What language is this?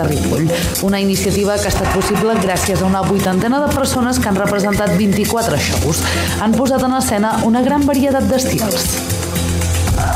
Catalan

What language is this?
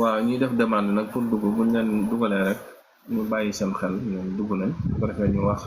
Wolof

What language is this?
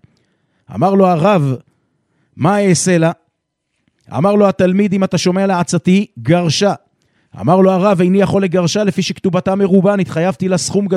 Hebrew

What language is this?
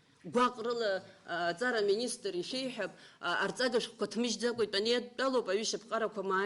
Abkhazian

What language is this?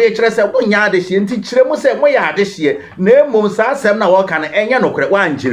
Akan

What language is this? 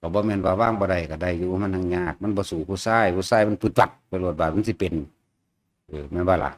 Northeastern Thai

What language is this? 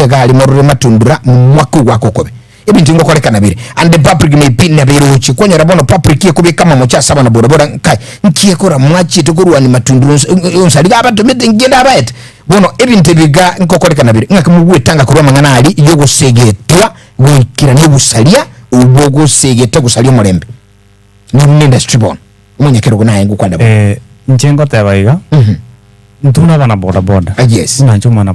Gusii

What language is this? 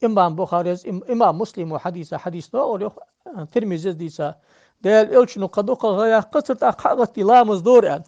Ingush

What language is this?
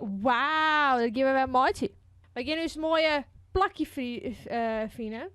Western Frisian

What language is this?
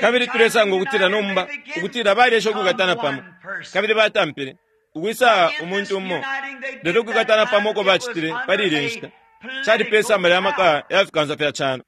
Bemba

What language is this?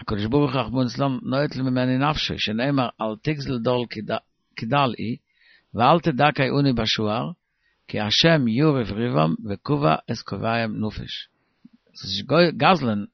Yiddish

